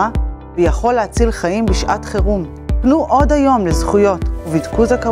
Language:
Hebrew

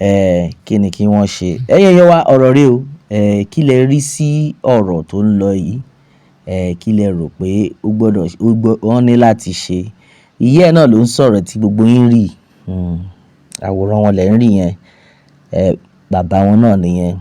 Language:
Yoruba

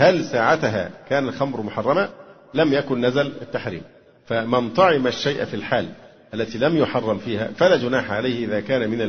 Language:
Arabic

